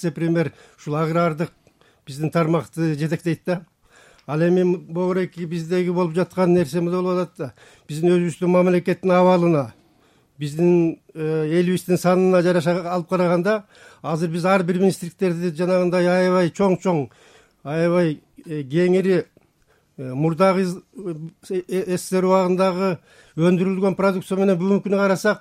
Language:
Kyrgyz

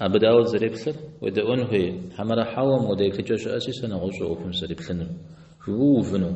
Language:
Kabardian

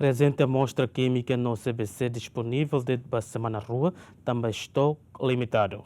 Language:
Tetum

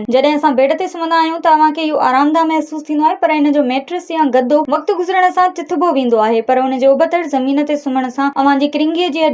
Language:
Sindhi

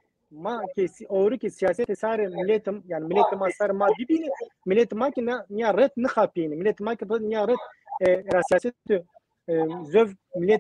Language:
Zaza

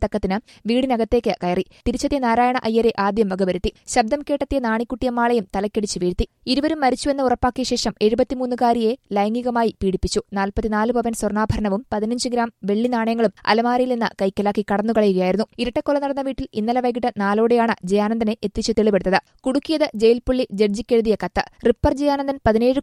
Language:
Malayalam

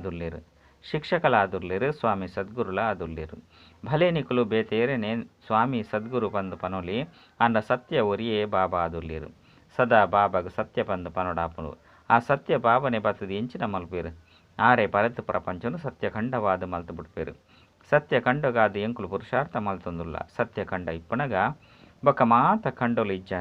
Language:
Tulu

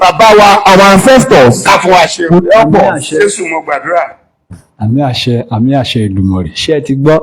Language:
Yoruba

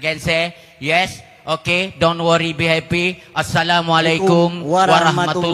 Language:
Achinese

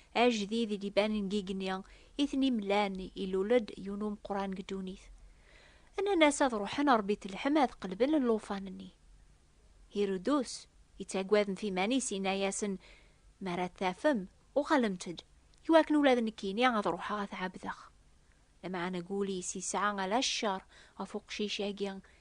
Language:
Kabyle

